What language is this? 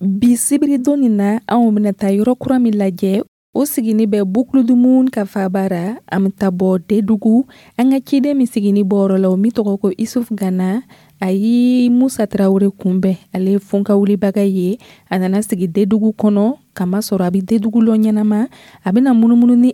Dyula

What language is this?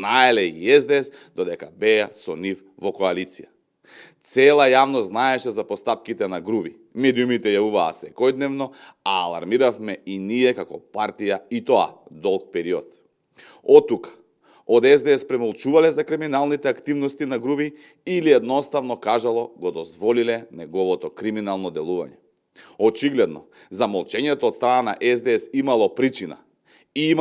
Macedonian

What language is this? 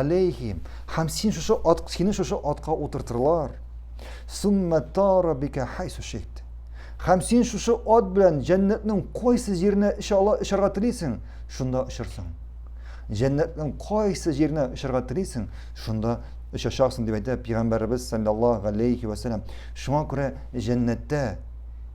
Tatar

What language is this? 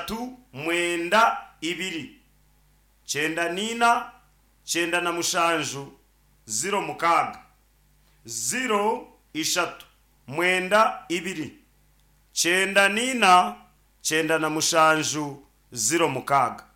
Nyankole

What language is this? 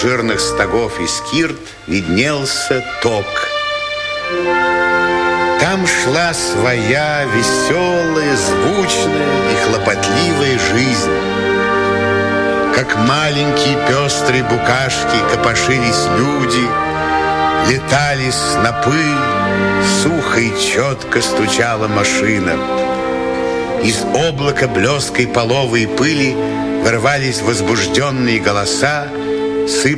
Russian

